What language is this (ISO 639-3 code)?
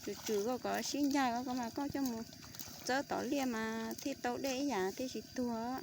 hmn